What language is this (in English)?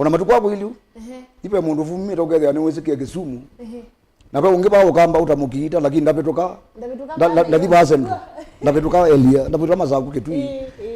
Kamba